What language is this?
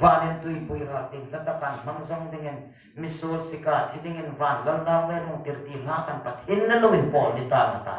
Hmar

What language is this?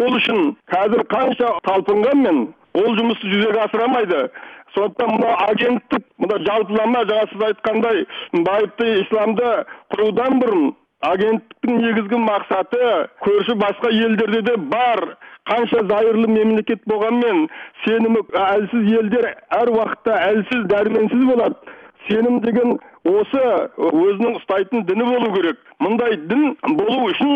Kazakh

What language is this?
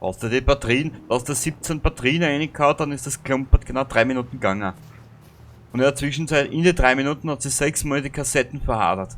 Bavarian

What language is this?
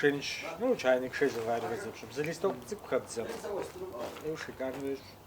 Kabardian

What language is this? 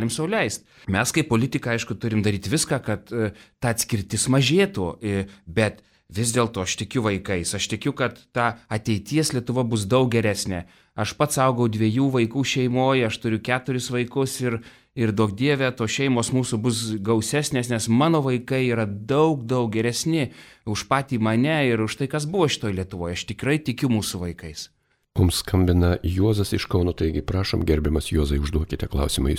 Lithuanian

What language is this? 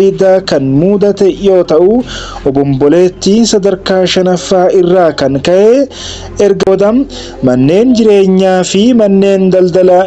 Oromo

